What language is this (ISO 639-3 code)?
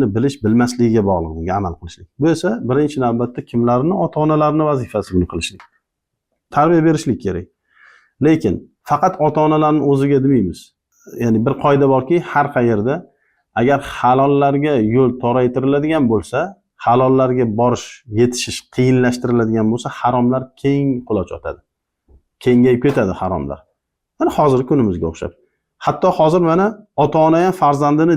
uzb